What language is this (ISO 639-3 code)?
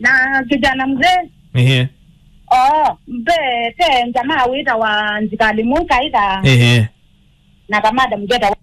kam